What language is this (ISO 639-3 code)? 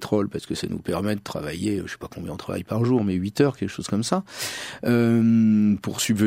fra